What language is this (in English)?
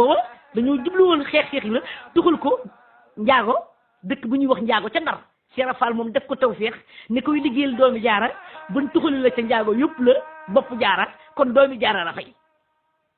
Wolof